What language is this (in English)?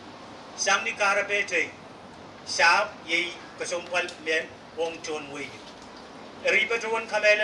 Pohnpeian